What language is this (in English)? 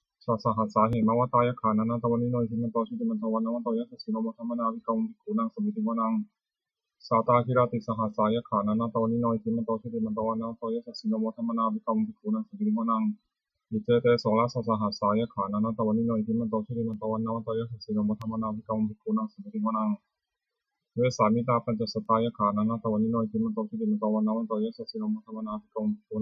Pali